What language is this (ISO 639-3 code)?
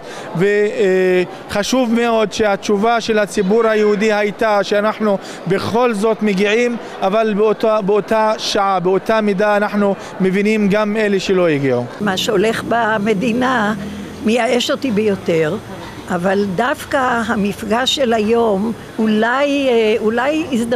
heb